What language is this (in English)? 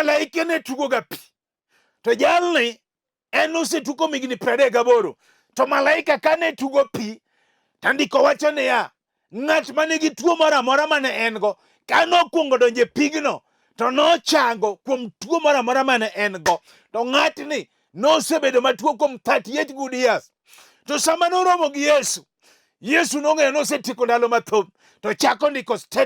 Luo (Kenya and Tanzania)